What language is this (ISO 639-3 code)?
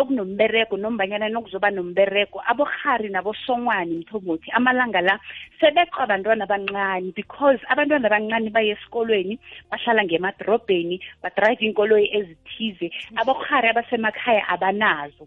nbl